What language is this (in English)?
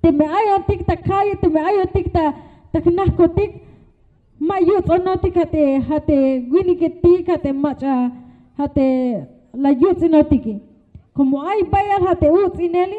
Tzeltal